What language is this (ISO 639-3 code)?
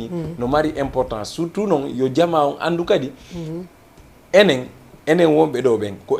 ful